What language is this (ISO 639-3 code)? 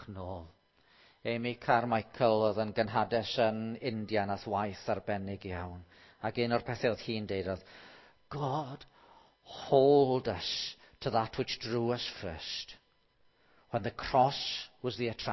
cym